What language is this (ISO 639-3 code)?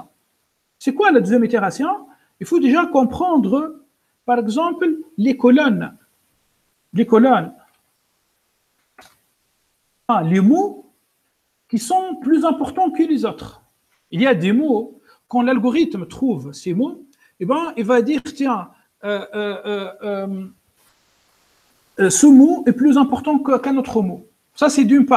fra